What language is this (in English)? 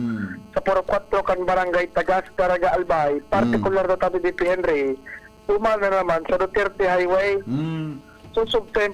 Bikol